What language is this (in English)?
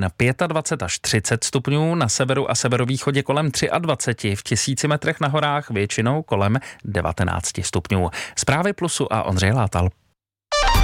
Czech